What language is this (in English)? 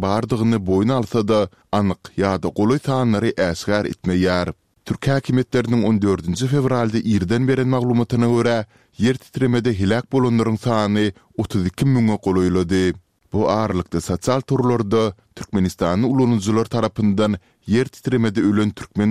Turkmen